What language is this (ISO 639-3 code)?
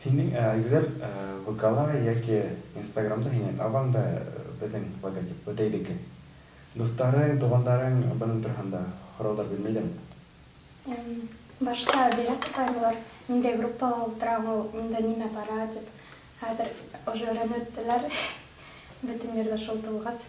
bak